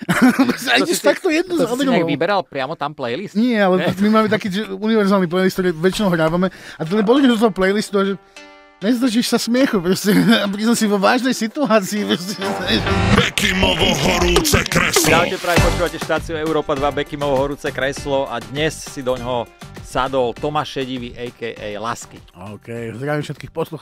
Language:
Slovak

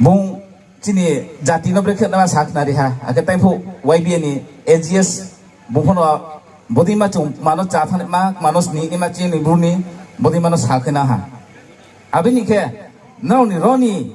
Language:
Riang (India)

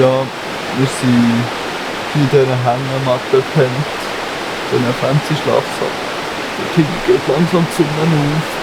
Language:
Swiss German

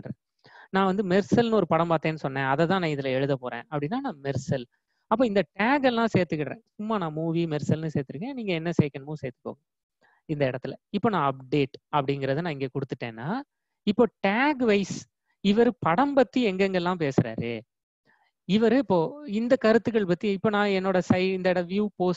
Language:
Tamil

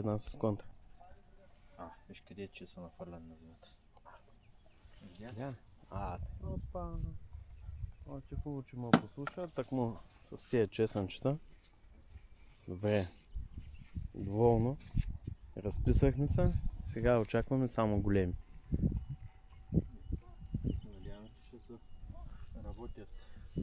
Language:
Bulgarian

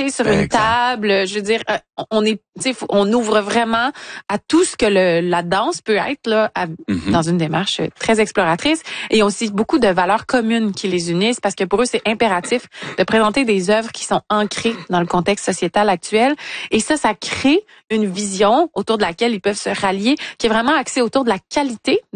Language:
French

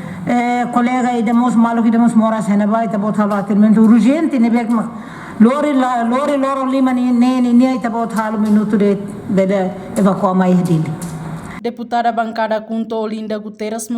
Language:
Tetum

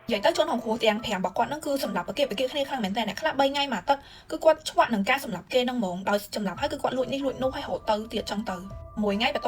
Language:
Khmer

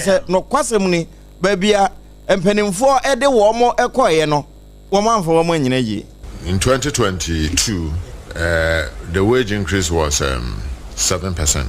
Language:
Akan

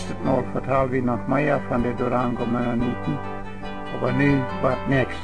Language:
Plautdietsch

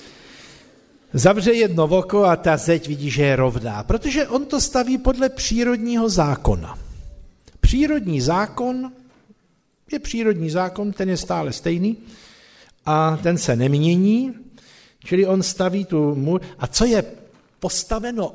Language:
Czech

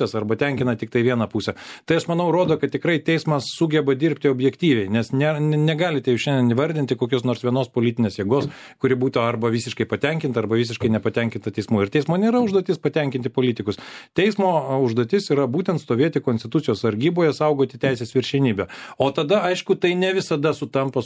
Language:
Lithuanian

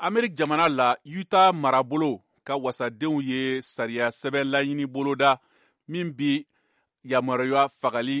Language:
Bambara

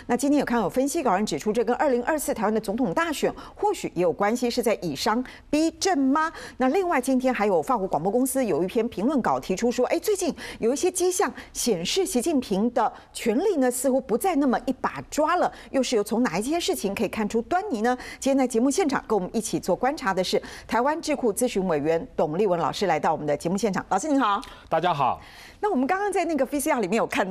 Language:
Chinese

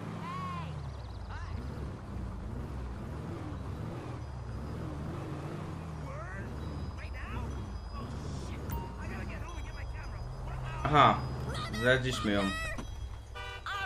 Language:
Polish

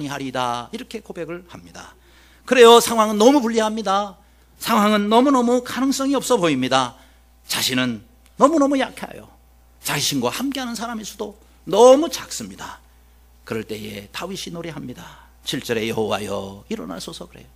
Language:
Korean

